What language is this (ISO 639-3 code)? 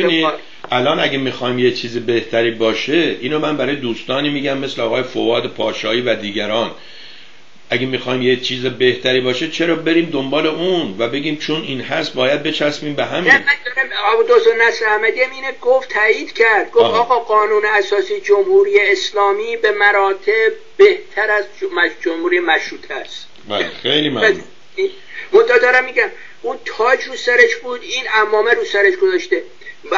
fas